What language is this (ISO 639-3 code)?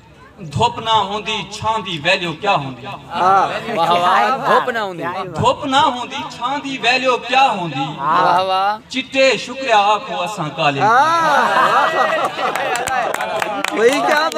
skr